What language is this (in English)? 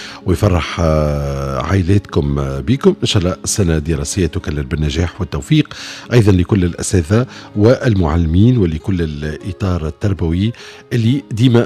Tunisian Arabic